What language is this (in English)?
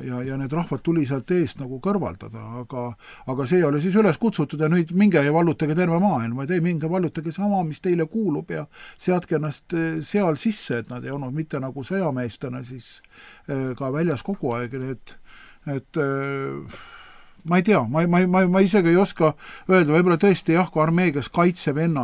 Estonian